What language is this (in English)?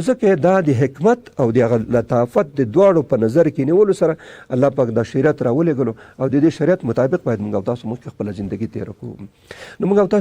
Pashto